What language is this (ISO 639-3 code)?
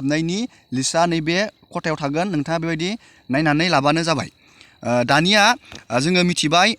brx